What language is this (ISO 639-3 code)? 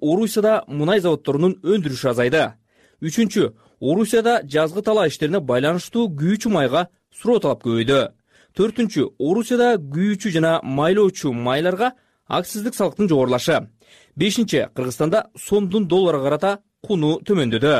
kir